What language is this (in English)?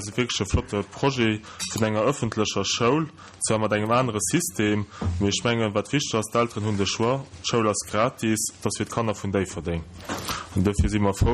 Luxembourgish